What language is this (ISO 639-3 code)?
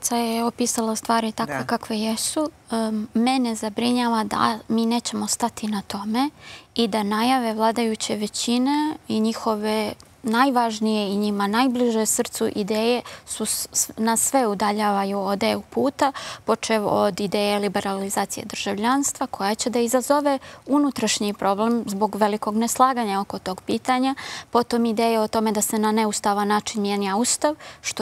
srp